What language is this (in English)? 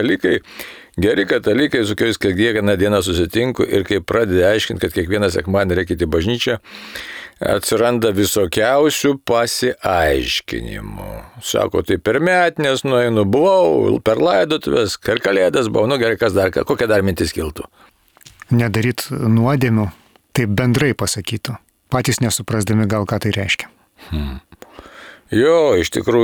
Lithuanian